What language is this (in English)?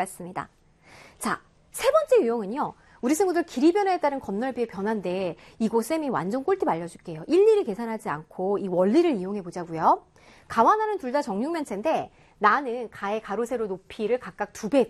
Korean